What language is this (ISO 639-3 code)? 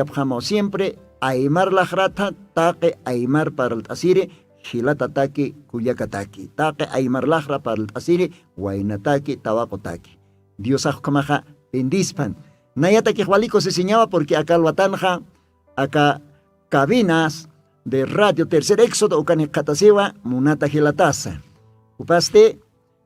aym